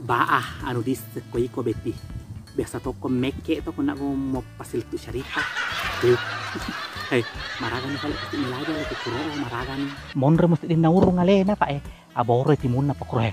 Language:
Buginese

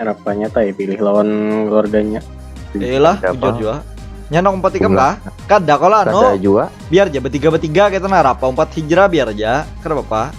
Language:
Banjar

